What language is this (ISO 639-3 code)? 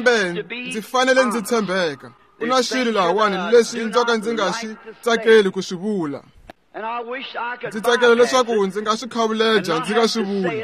tso